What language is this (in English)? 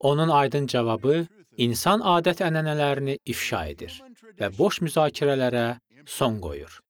Azerbaijani